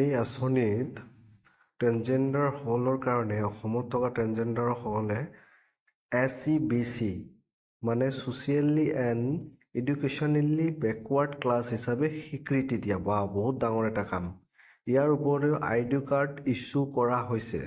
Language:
Assamese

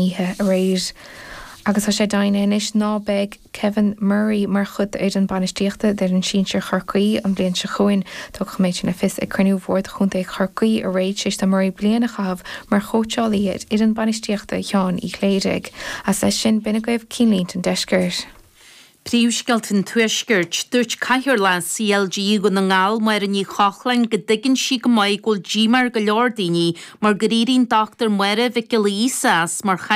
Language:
Irish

